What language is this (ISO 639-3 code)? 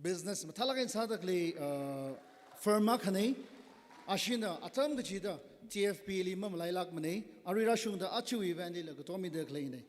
nmf